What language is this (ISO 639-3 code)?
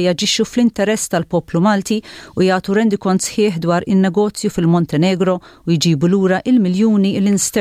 mlt